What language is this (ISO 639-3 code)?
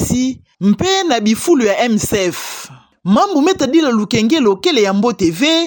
ktu